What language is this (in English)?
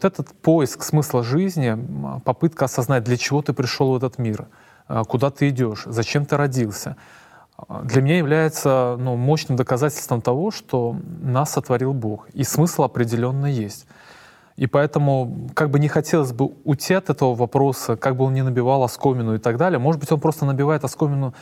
Russian